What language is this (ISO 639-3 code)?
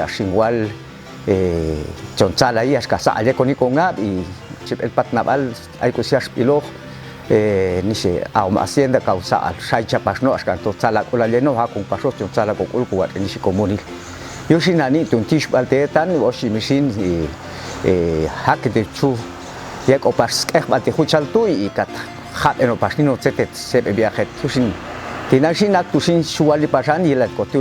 jac